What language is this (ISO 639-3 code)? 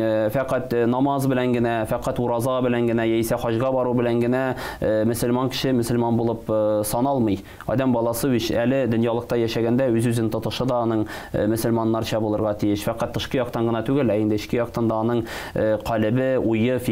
tat